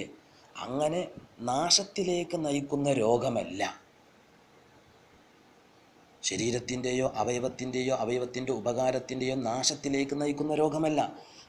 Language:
Malayalam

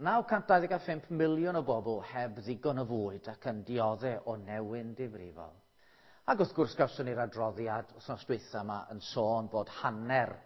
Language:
Welsh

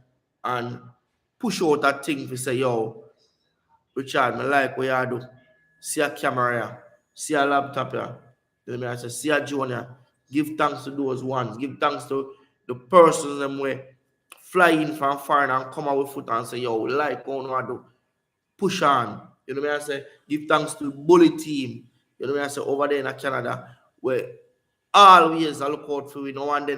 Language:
Jamaican Creole English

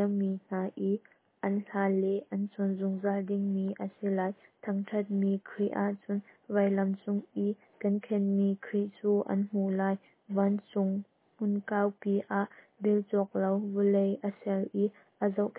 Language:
Hakha Chin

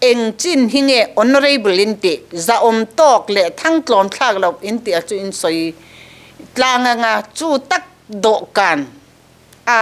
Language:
Mizo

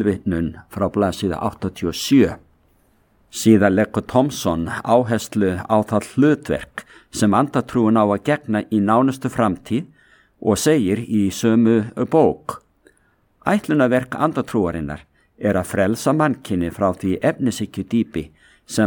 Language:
Icelandic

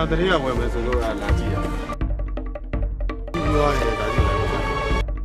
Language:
Burmese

